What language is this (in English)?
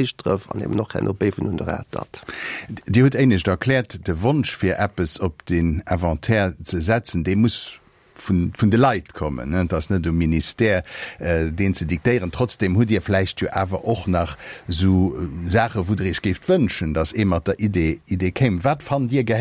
Luxembourgish